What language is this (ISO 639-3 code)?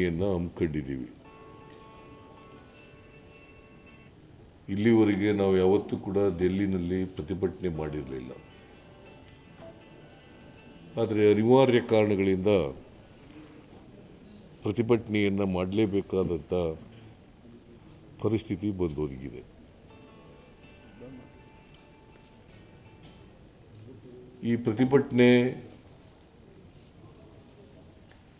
kan